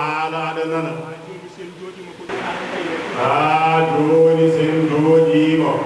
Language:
Fula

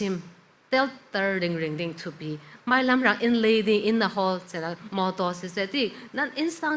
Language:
Falam Chin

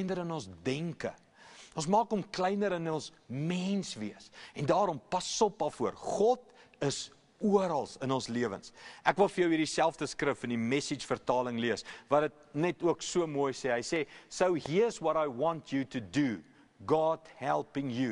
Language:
Afrikaans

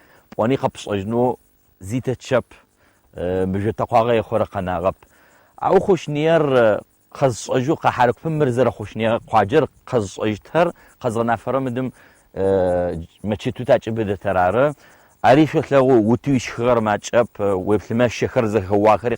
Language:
Adyghe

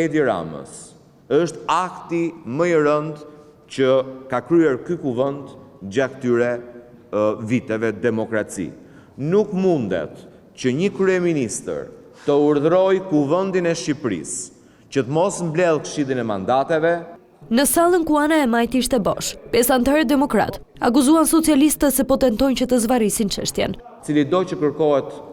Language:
Albanian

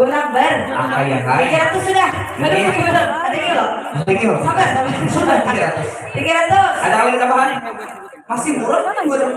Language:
Banjar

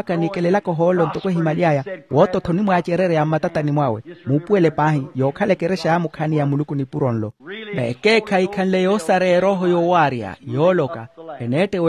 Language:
Makhuwa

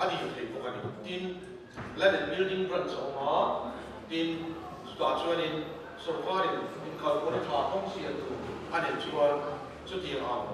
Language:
Mizo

